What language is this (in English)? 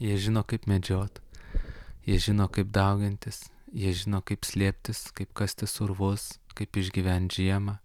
Lithuanian